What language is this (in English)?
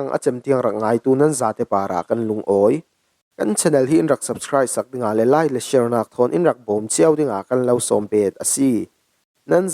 Falam Chin